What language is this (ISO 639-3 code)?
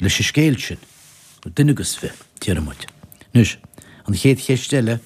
gle